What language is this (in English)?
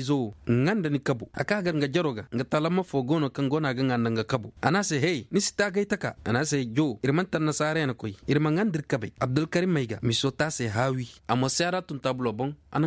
Koyraboro Senni